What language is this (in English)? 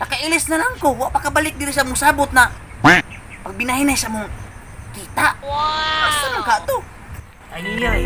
Cebuano